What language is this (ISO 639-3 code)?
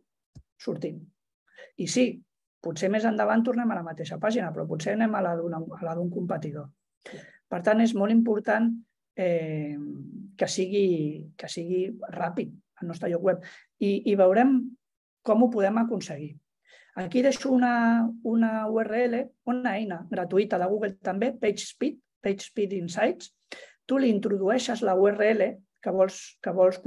cat